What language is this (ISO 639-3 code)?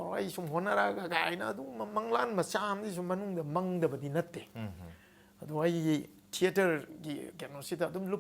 mni